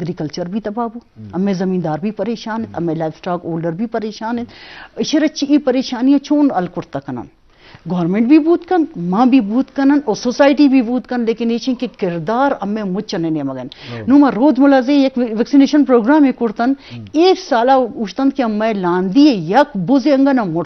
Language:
Eastern Balochi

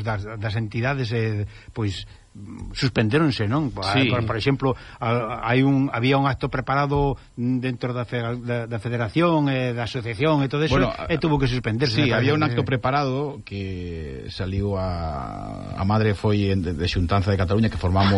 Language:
Galician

